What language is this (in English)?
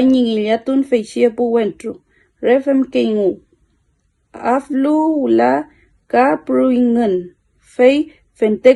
Mapuche